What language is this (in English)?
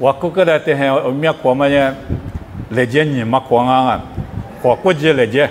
Lisu